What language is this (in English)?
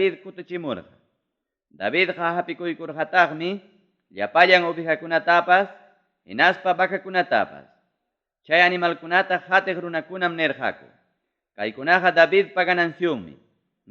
Ayacucho Quechua